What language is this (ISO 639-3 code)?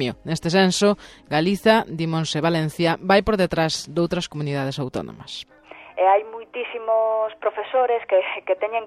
glg